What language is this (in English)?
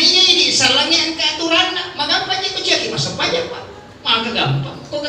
Buginese